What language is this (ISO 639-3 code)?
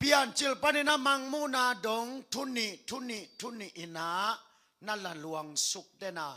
ctd